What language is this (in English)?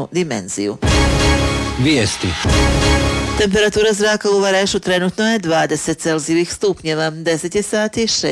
Bosnian